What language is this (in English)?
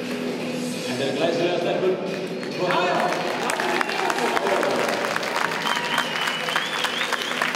Icelandic